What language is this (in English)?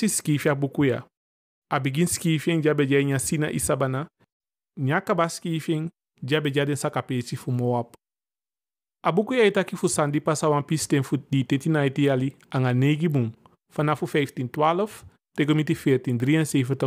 Eastern Maroon Creole